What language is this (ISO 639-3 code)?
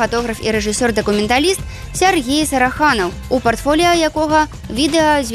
bel